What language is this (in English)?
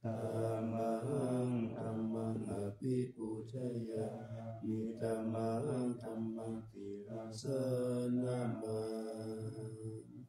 Pali